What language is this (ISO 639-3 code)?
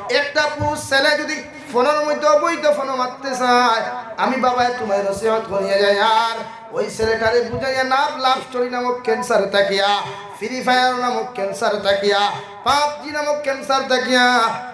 syl